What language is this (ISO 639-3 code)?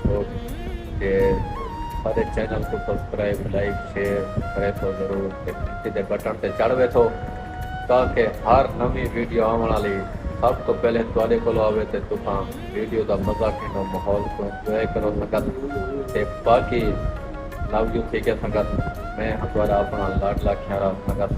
skr